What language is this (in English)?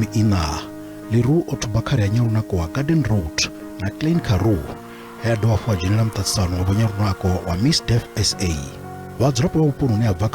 Venda